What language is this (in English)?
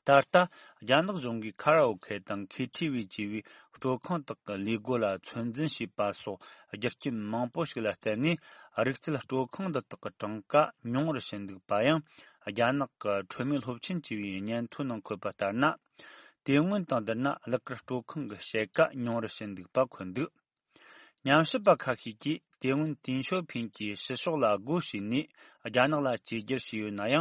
Tibetan